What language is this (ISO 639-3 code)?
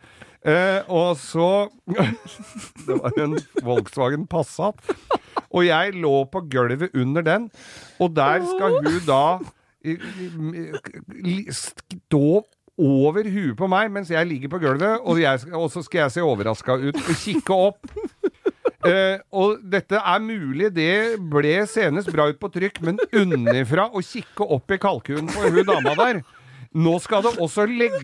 nor